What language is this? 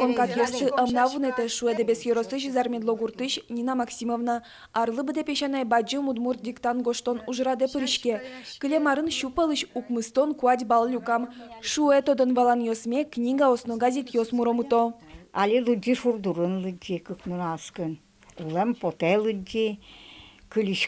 Udmurt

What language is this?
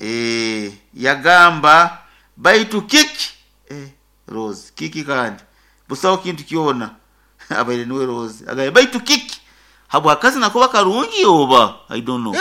Nyoro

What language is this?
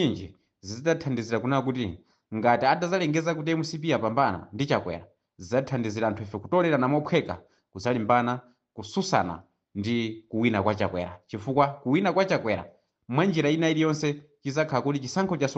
Nyanja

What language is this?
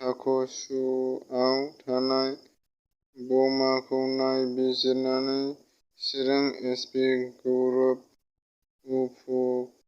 Bodo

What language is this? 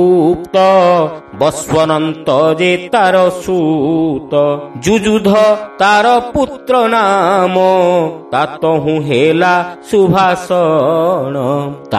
Odia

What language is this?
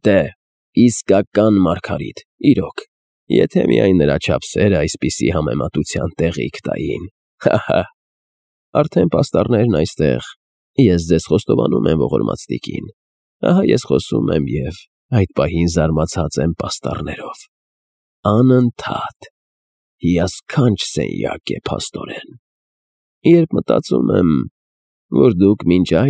Armenian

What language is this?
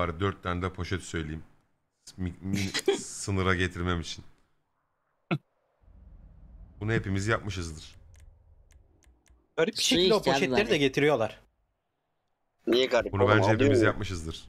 Turkish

